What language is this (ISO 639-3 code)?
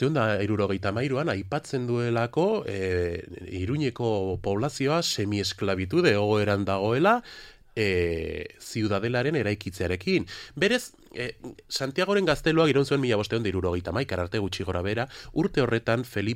eus